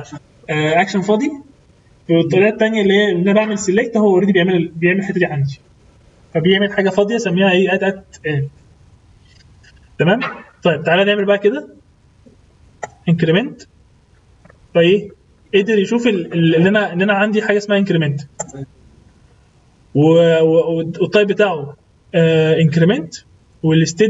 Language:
Egyptian Arabic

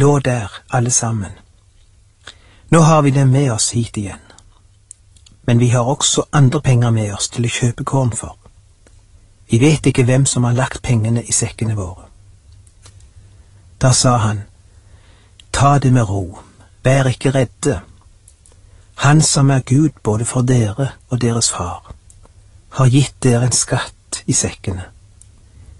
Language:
Norwegian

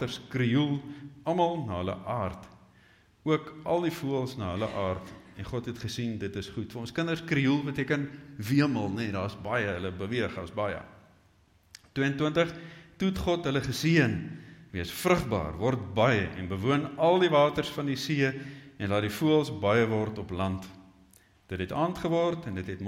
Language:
Afrikaans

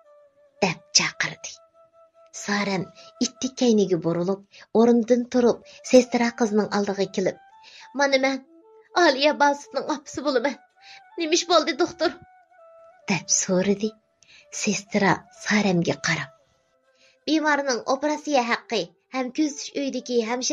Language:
Uyghur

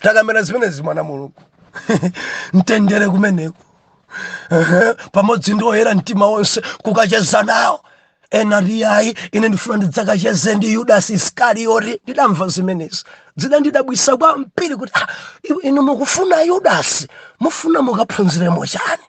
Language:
Nyanja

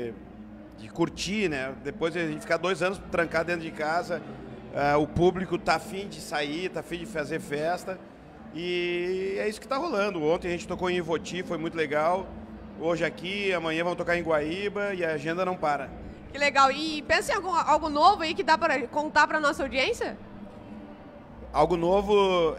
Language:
Portuguese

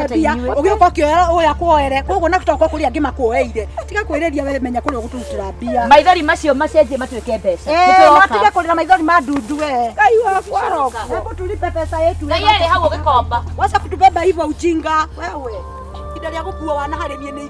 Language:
Kikuyu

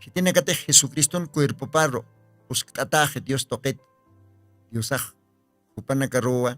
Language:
Aymara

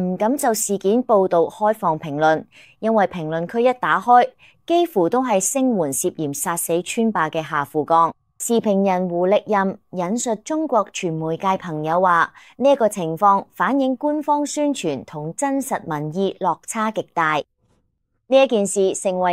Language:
Cantonese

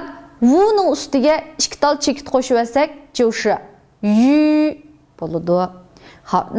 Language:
Uyghur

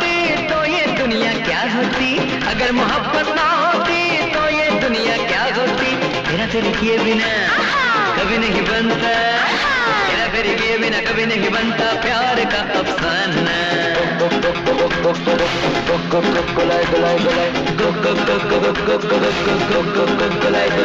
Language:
Hindi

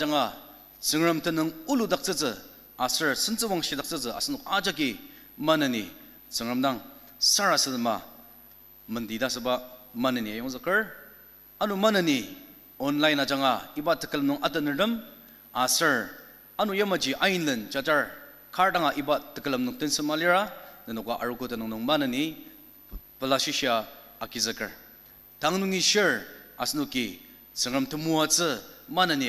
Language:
Ao Naga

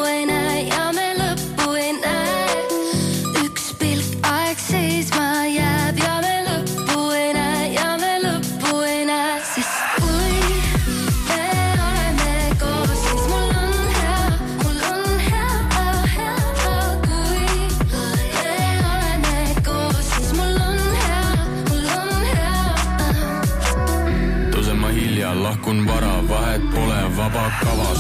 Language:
Estonian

